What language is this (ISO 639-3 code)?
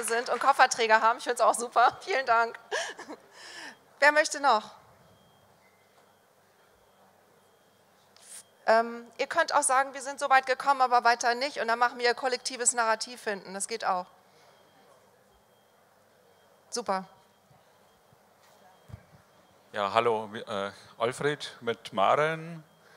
deu